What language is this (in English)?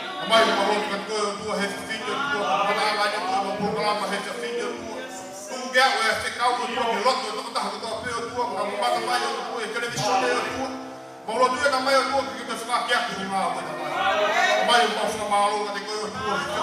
Tongan